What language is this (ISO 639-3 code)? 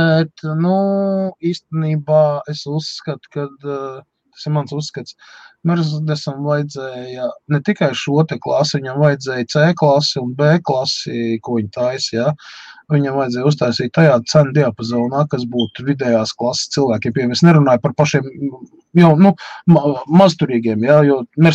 lav